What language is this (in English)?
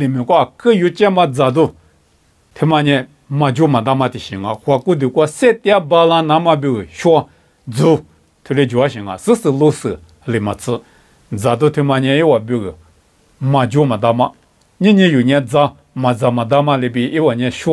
Lisu